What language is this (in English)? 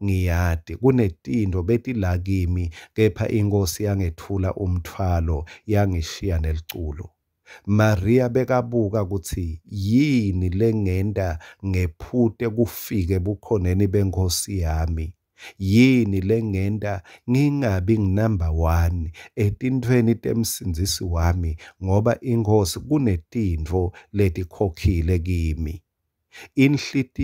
Swati